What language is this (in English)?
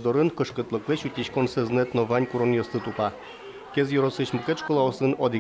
Udmurt